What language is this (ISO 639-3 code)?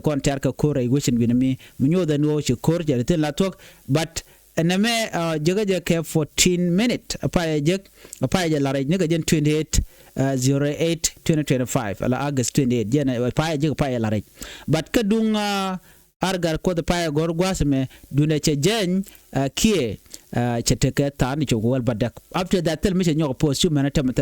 nus